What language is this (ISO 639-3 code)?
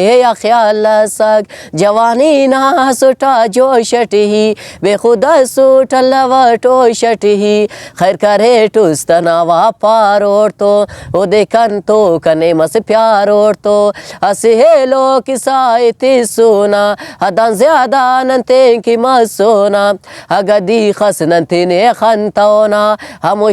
brh